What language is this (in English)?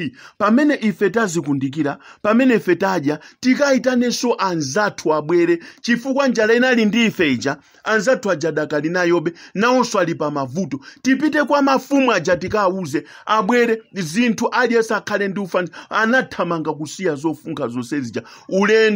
Nyanja